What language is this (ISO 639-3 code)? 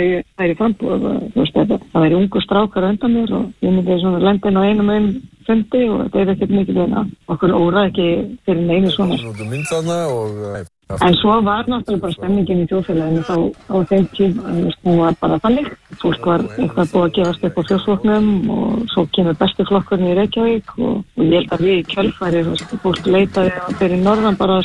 isl